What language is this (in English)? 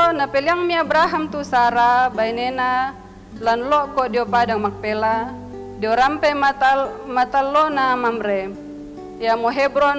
Toraja-Sa'dan